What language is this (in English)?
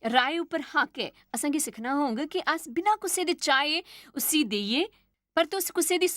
Dogri